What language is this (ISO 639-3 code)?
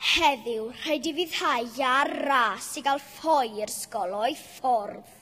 cym